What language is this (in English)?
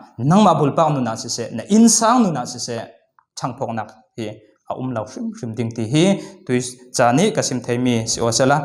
Falam Chin